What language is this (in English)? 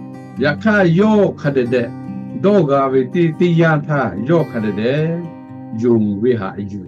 Lahu